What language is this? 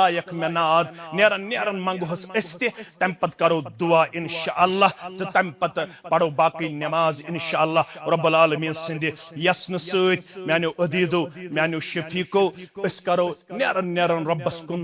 Kashmiri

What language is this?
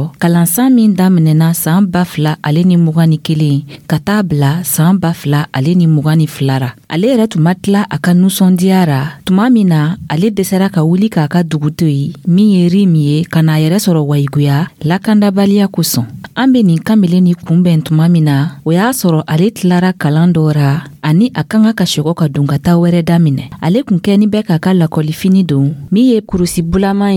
Dyula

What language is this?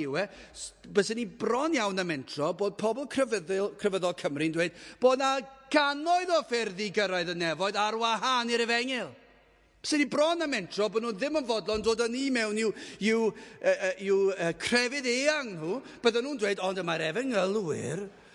Welsh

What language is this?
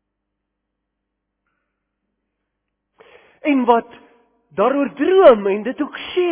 Afrikaans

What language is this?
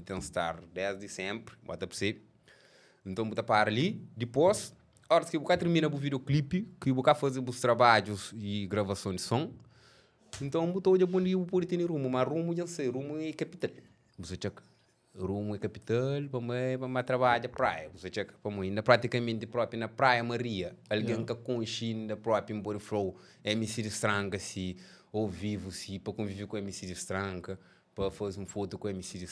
Kabuverdianu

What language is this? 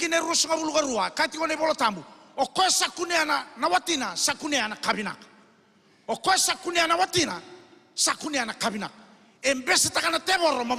Fijian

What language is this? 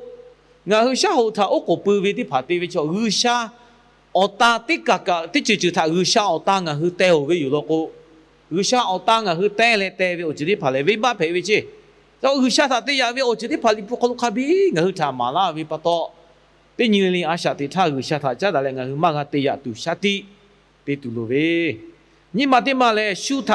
Lahu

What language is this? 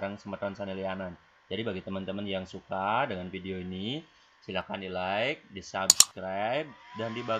Balinese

